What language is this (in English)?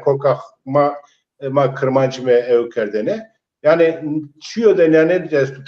Zaza